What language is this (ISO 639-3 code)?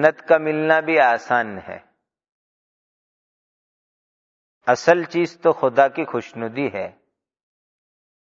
urd